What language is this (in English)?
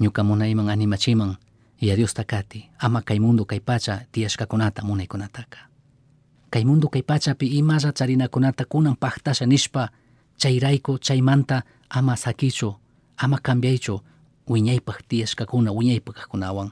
Chimborazo Highland Quichua